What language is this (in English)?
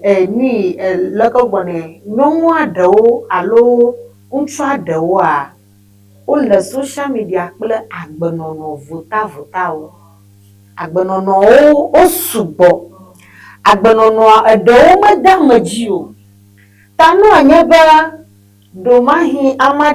Ewe